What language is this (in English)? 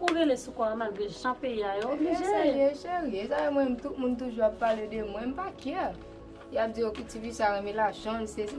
Haitian Creole